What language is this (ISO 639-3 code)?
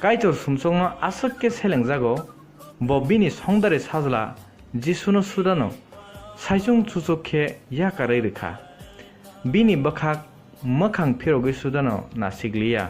trp